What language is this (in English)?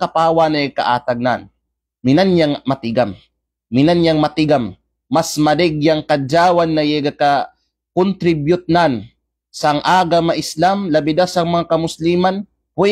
Kalagan